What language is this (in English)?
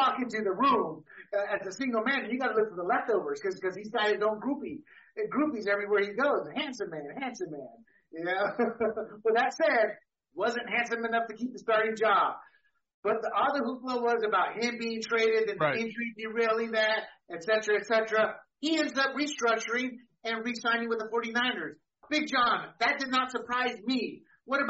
English